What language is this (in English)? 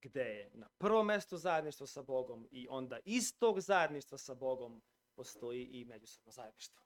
Serbian